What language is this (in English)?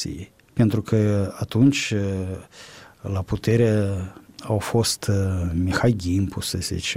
Romanian